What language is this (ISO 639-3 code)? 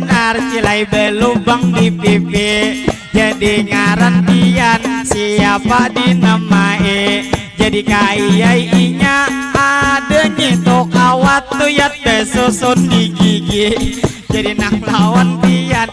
bjn